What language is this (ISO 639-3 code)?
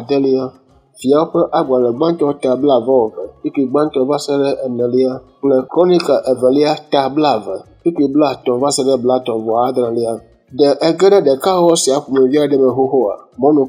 ewe